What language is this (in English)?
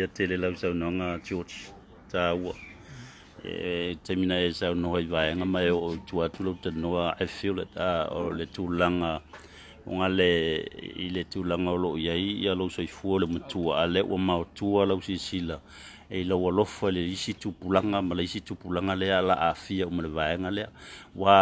Samoan